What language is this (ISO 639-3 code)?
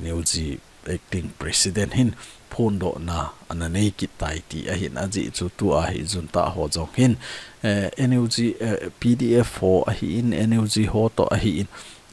tcz